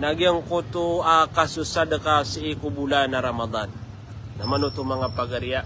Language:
Maranao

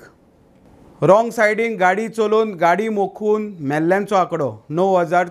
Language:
Konkani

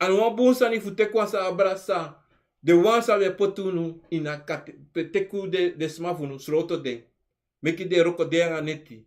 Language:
Sranan Tongo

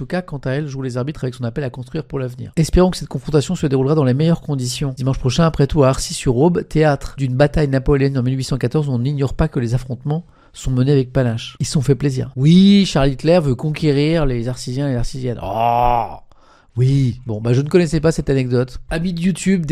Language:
French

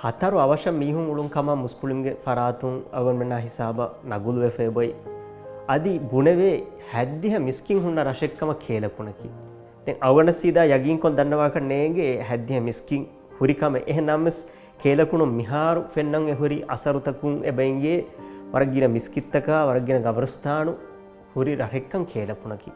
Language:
Divehi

